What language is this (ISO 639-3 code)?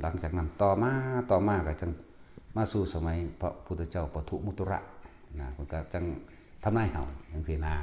tts